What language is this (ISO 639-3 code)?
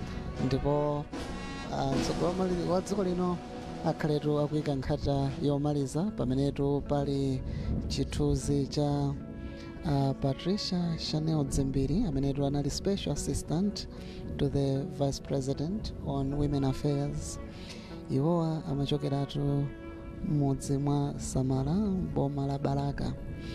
nya